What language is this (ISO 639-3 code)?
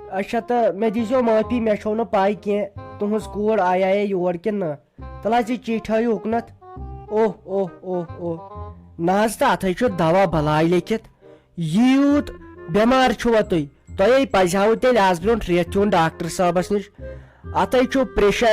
kas